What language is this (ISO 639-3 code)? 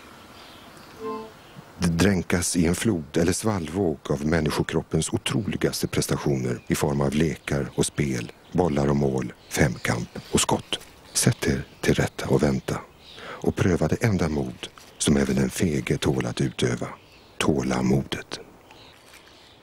swe